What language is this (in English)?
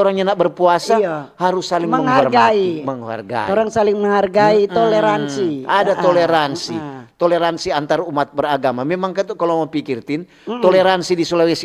Manado Malay